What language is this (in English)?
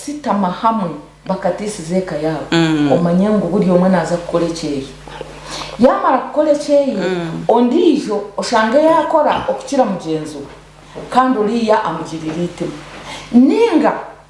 Nyankole